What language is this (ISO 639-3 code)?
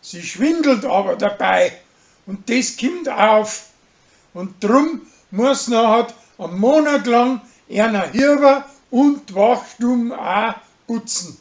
bar